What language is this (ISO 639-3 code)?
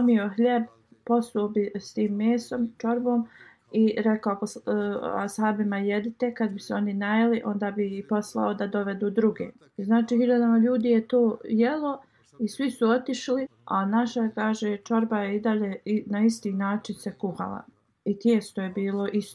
bos